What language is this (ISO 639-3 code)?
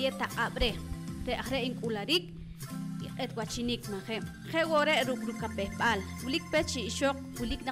poh